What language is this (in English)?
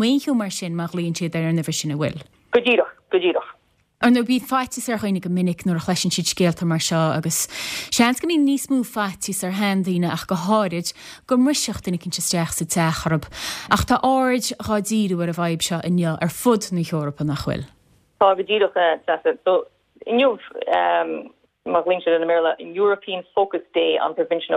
Irish